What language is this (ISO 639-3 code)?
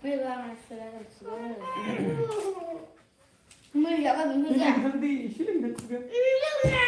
brx